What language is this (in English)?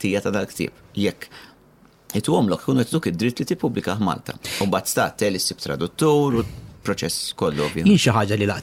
Maltese